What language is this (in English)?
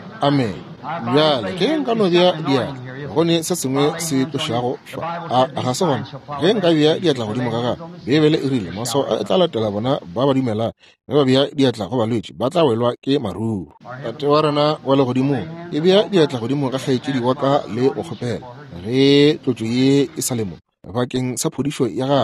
Northern Sotho